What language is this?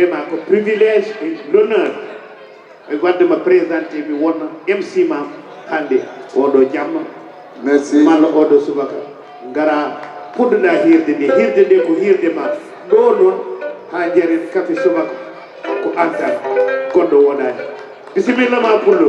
Fula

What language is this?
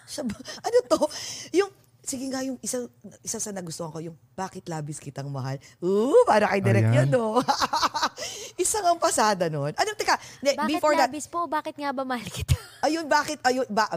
Filipino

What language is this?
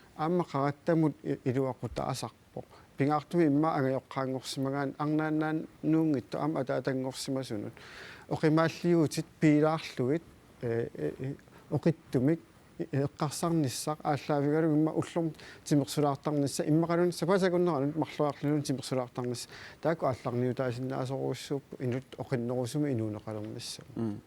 Kalaallisut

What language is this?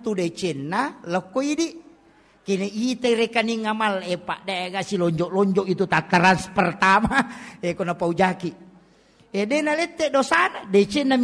Buginese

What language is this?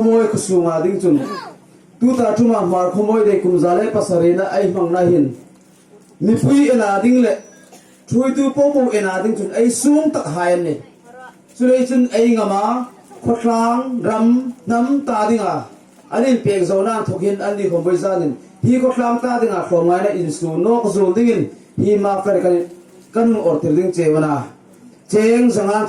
Hmar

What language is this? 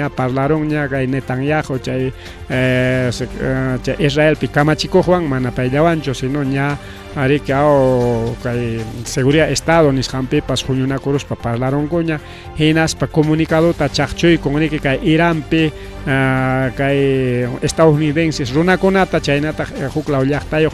Ayacucho Quechua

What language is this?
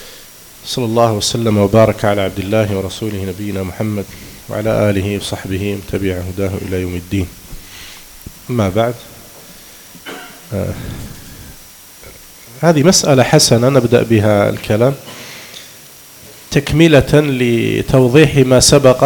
Arabic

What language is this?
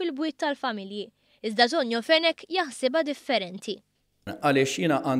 Maltese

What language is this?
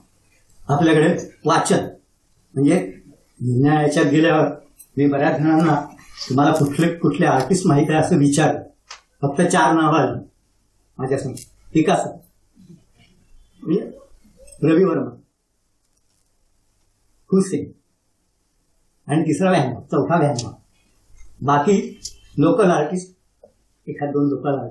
Marathi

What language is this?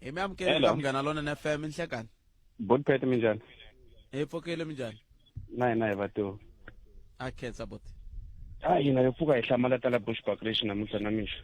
Tsonga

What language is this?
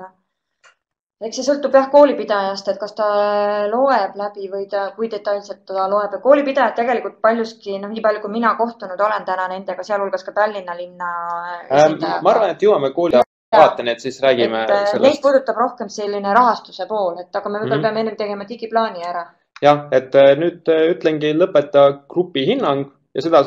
Estonian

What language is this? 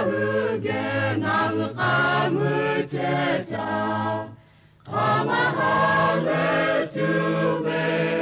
Lahu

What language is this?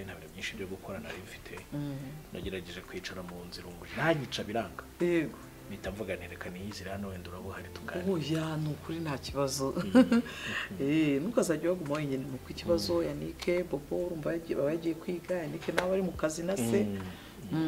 Kinyarwanda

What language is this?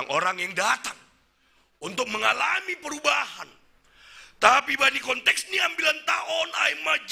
Batak Simalungun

